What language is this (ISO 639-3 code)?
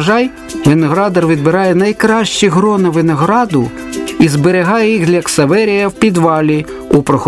ukr